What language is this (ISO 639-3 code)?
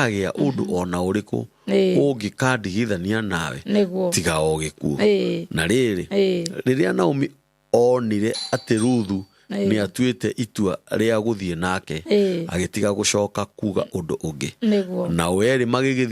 kik